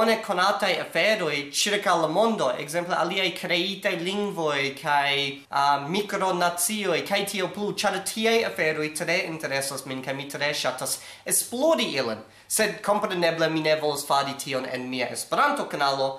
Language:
Esperanto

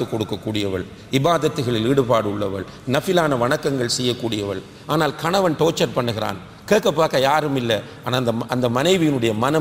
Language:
Tamil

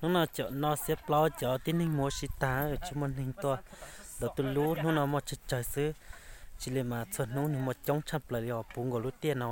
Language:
Hmong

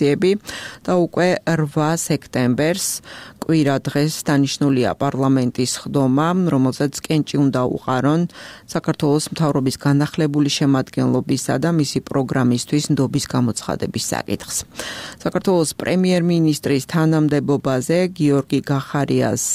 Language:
Georgian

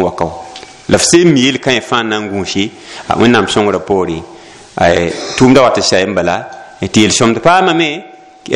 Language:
Mossi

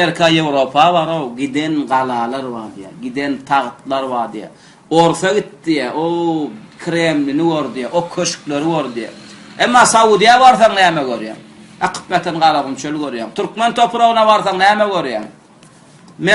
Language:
Turkmen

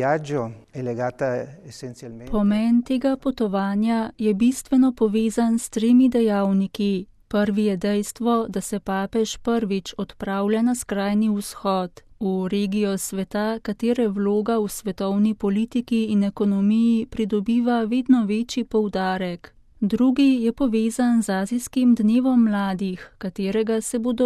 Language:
Slovenian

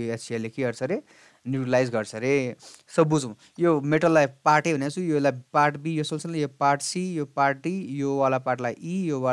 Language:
Nepali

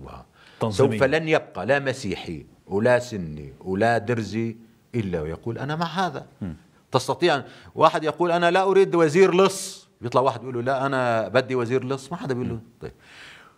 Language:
North Levantine Arabic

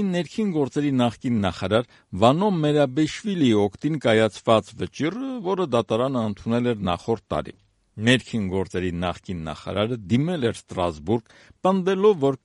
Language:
Armenian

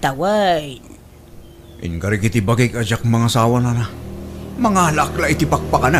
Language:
Iloko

